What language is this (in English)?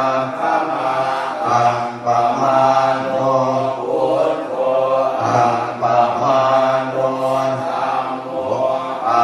Pali